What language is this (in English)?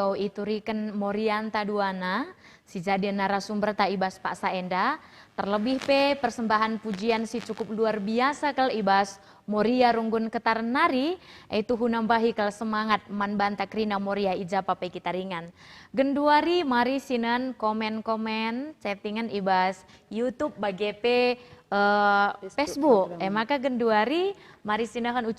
Batak Karo